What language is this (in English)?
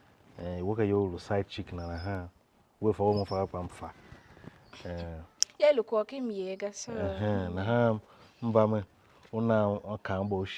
Tiv